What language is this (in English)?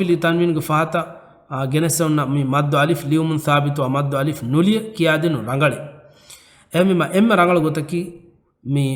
Divehi